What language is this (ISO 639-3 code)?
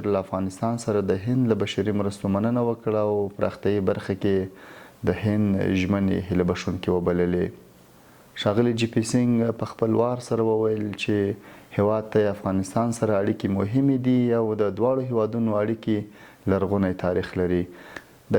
pus